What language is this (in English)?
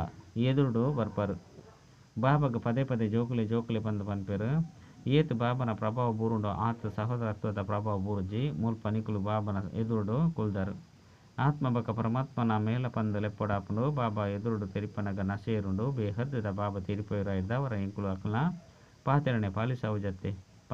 Tulu